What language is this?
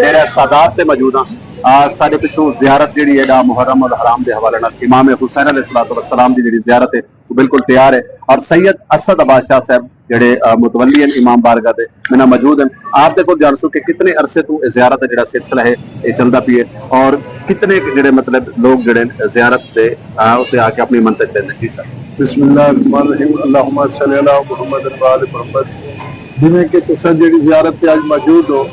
Saraiki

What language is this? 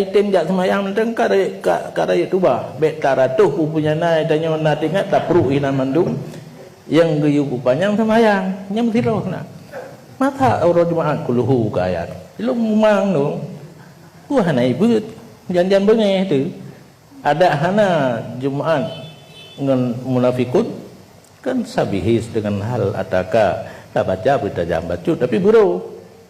Achinese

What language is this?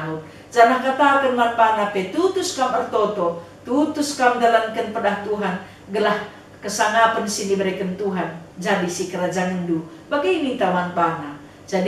Batak Karo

